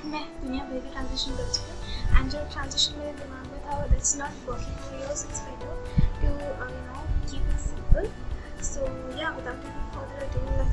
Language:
Hindi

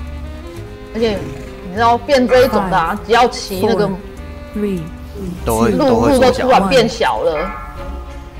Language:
Chinese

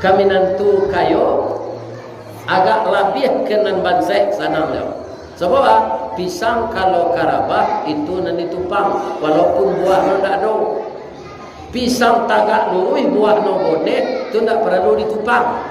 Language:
Minangkabau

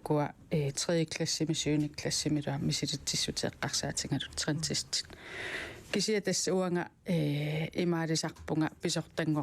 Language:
Kalaallisut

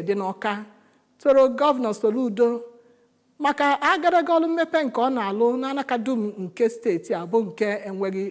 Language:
Igbo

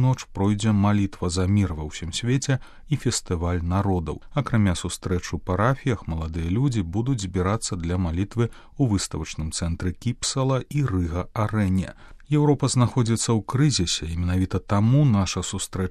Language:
Belarusian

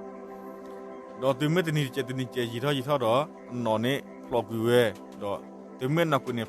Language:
S'gaw Karen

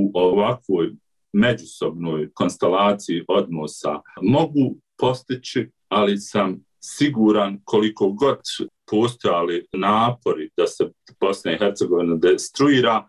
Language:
Bosnian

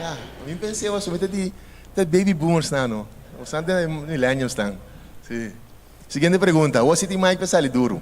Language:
Papiamento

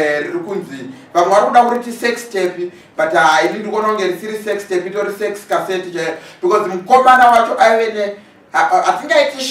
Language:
Shona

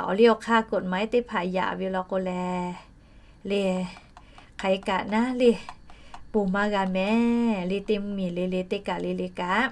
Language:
Lahu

